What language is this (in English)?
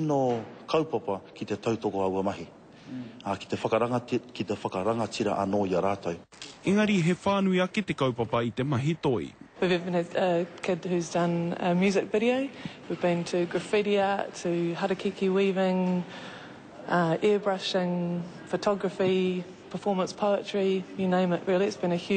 Māori